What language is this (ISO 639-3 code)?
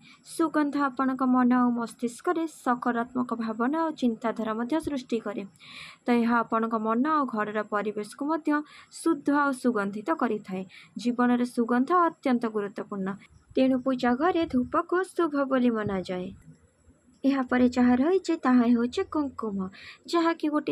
ori